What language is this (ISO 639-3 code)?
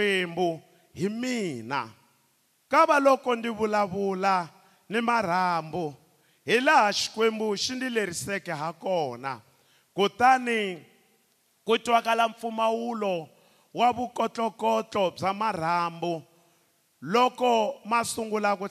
tso